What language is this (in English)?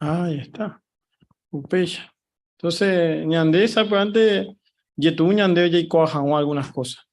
Guarani